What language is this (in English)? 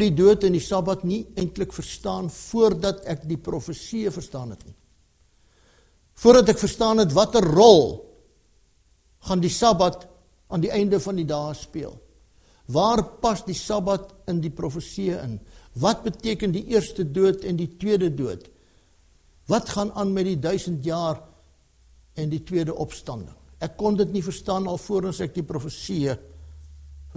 Afrikaans